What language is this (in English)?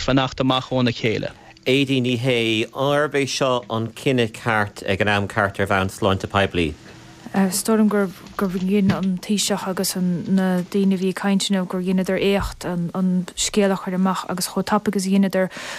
Irish